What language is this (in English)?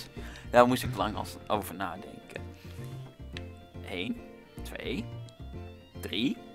Dutch